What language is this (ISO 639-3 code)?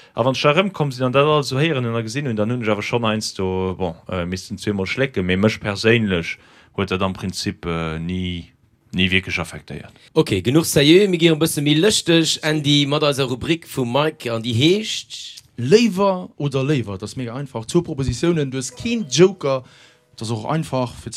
ltz